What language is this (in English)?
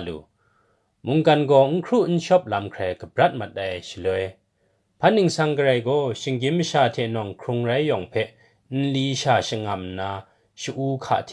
Kachin